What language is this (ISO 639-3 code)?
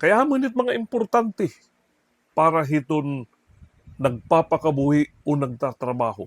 war